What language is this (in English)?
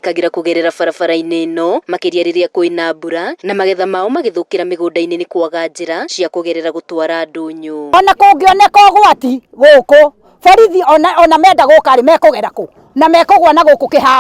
Kikuyu